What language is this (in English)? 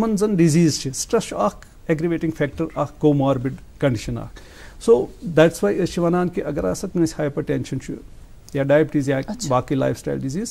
Kashmiri